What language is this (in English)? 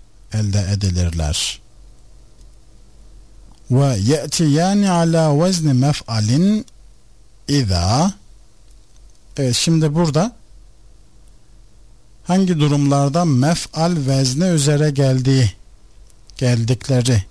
Turkish